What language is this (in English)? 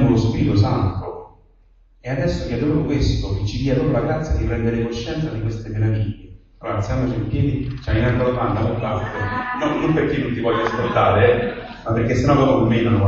Italian